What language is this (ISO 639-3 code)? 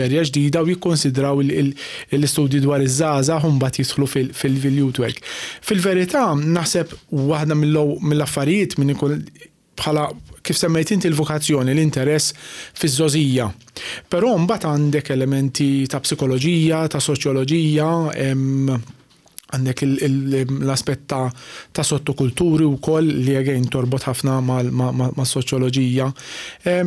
mlt